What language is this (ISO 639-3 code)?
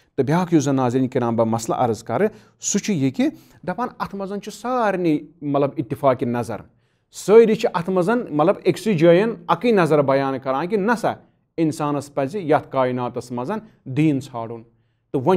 kas